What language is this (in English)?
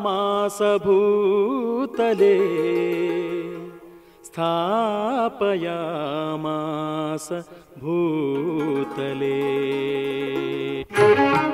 Kannada